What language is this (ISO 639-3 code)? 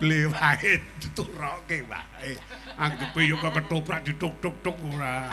jav